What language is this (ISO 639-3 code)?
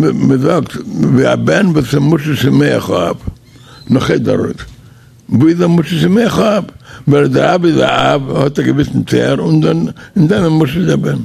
yid